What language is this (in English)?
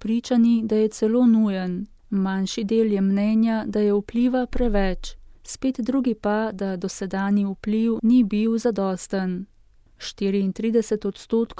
Slovenian